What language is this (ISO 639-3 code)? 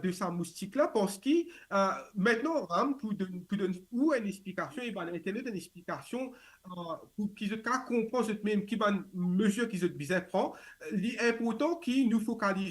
mfe